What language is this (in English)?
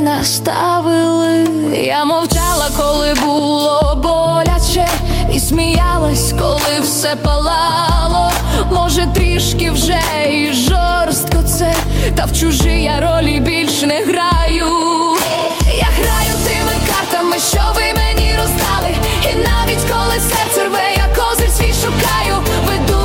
Ukrainian